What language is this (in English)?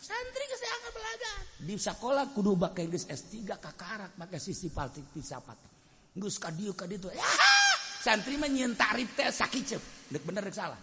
Sundanese